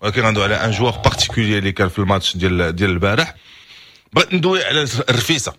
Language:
Moroccan Arabic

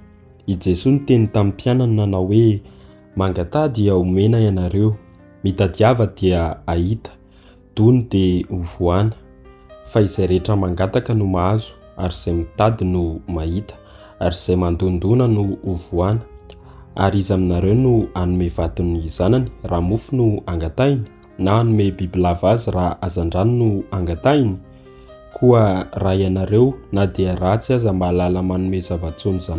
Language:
Malagasy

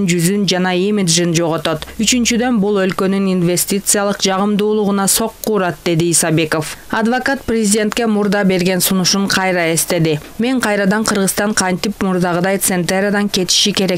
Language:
Kyrgyz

